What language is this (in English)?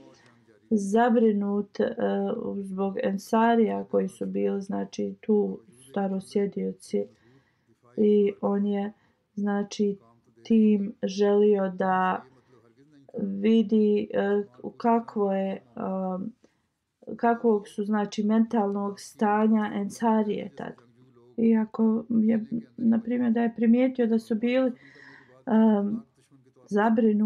Bosnian